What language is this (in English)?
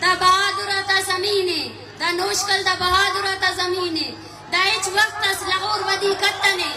Brahui